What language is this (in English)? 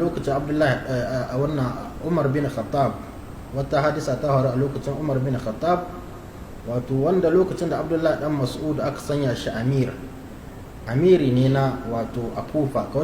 Hausa